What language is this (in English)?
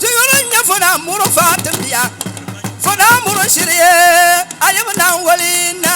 Dagbani